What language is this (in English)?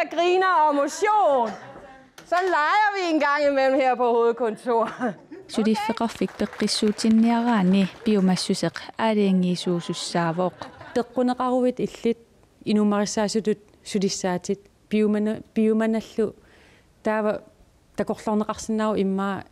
Kalaallisut